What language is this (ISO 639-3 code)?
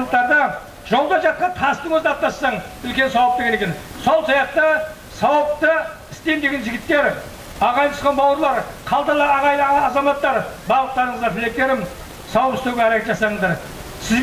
kaz